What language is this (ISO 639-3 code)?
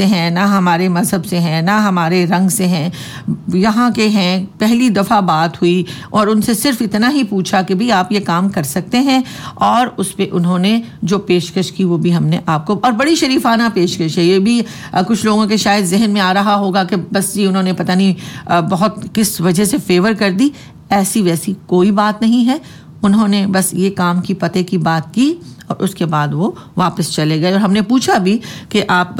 urd